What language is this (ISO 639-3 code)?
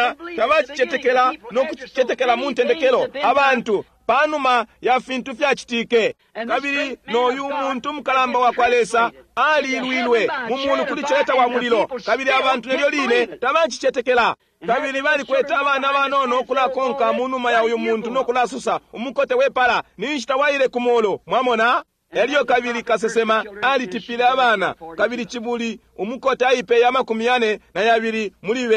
bem